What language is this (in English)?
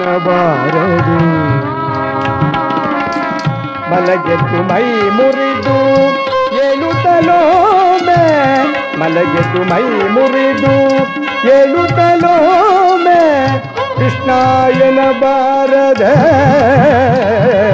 Kannada